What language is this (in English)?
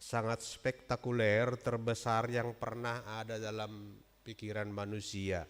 Batak Simalungun